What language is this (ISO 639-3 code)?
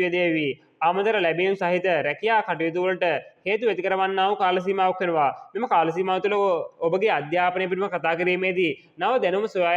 sin